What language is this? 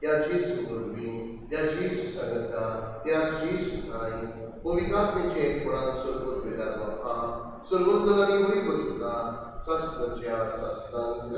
Konkani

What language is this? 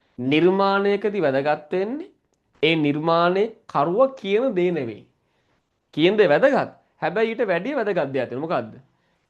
Sinhala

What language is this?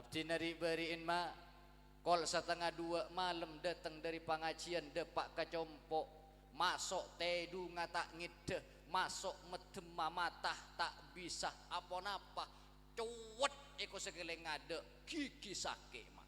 Madurese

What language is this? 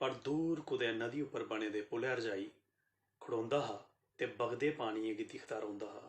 Dogri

